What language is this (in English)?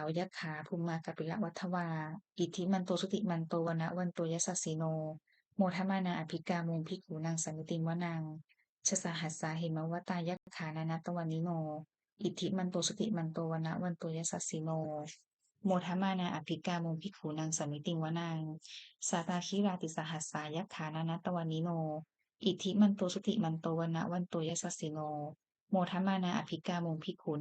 Pali